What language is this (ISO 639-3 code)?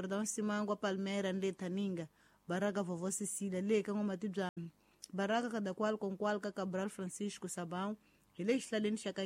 tso